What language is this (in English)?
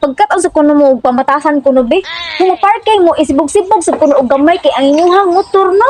Cebuano